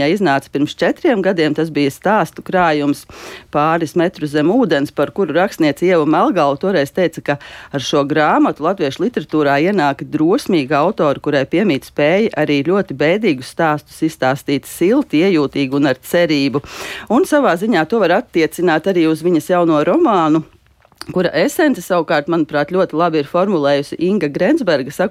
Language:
Latvian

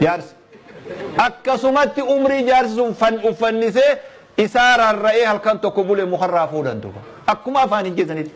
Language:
Oromo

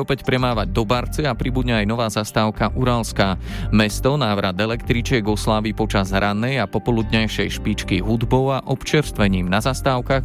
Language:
Slovak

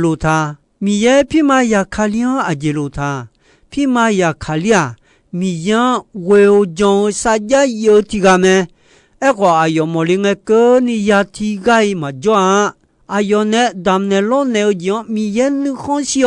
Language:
Akha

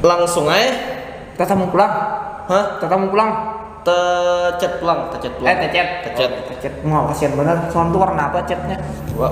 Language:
Banjar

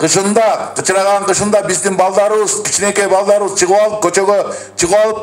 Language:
Kyrgyz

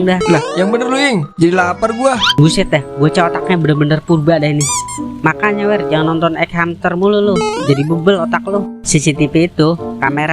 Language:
Betawi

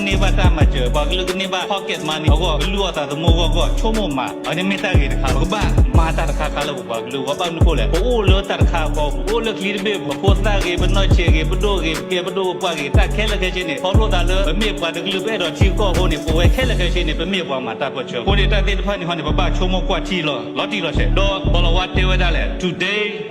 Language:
S'gaw Karen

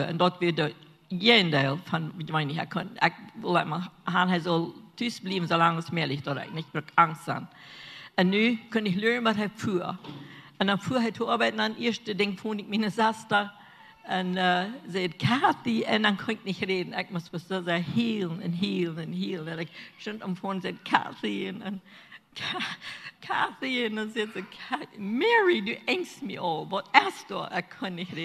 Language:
Plautdietsch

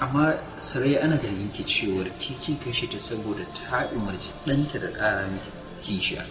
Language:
Hausa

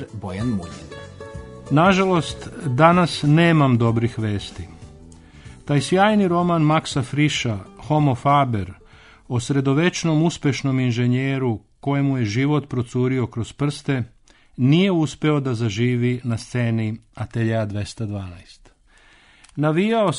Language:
Serbian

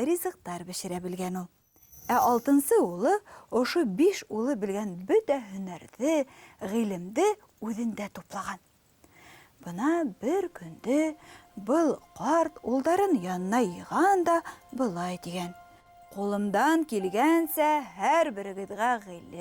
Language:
Bashkir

